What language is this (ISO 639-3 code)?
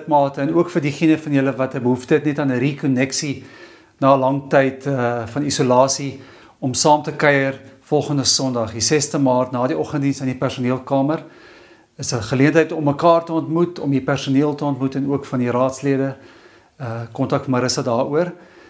afr